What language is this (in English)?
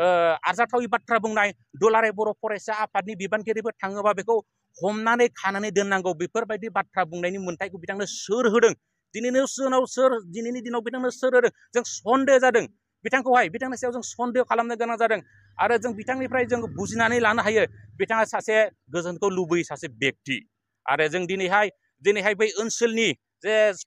Bodo